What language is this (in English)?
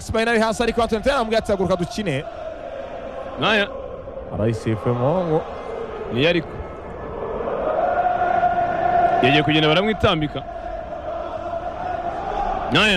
Kinyarwanda